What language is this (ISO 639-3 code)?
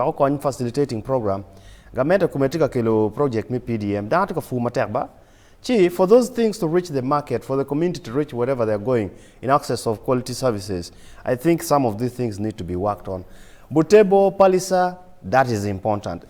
ach